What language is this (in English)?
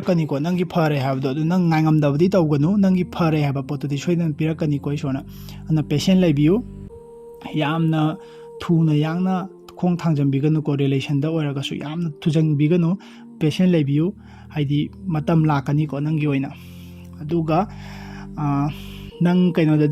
Manipuri